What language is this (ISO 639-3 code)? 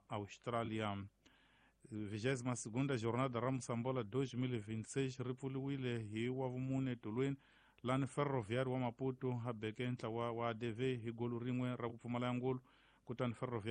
tso